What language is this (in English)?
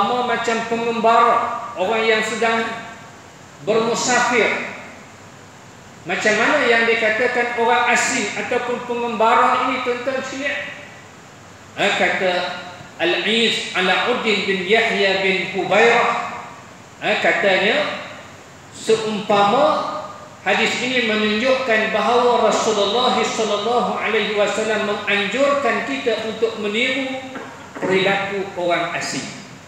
Malay